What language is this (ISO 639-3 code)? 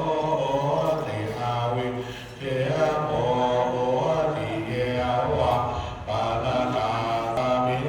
pli